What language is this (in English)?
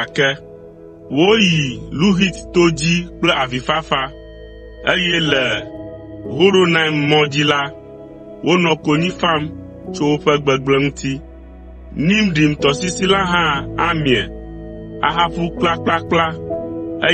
Ewe